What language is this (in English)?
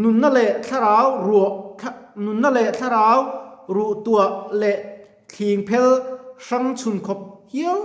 Mizo